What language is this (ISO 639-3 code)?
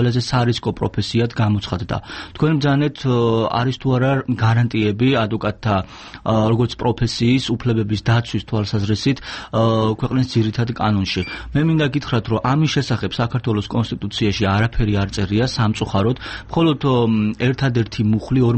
kat